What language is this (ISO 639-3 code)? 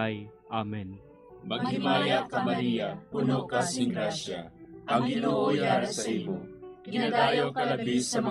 hil